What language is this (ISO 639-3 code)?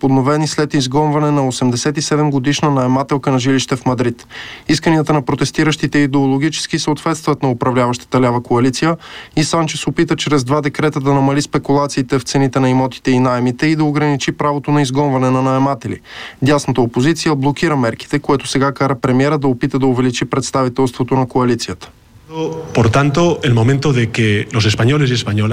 bul